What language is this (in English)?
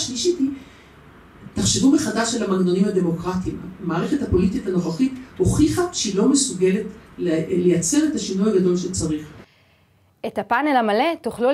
Hebrew